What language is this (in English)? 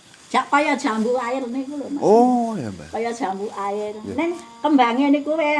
Javanese